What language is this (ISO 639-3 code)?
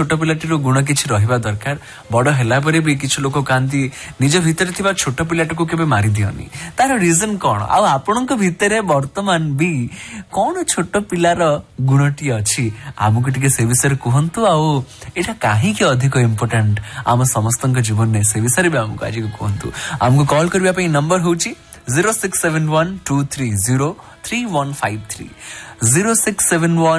ori